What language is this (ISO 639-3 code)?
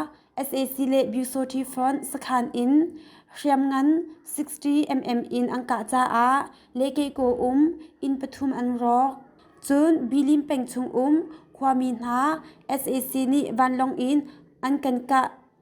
cnh